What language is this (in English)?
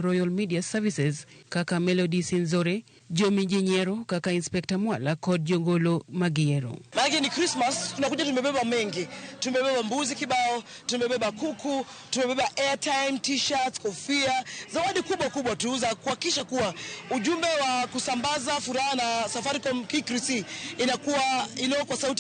Luo (Kenya and Tanzania)